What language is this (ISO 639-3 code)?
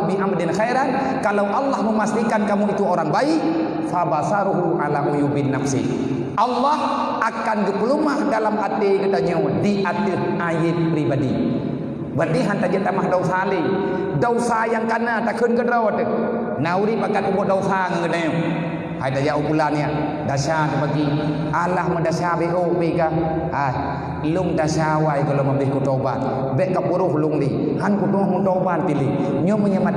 ace